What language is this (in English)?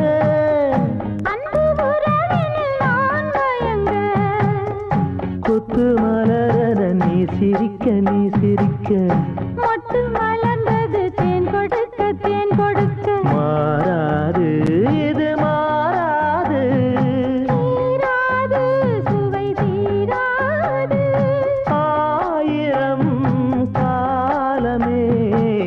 Tamil